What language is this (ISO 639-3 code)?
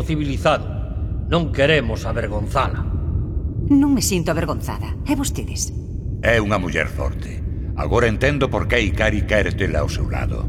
glg